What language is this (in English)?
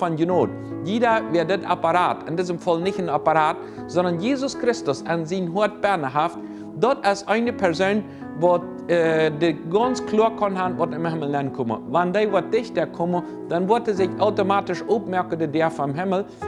Plautdietsch